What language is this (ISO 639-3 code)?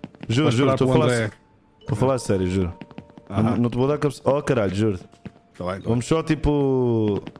por